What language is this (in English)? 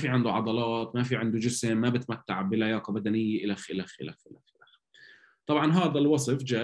North Levantine Arabic